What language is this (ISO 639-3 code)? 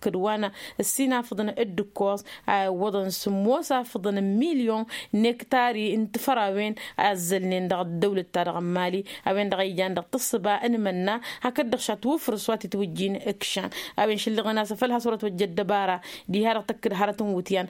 taq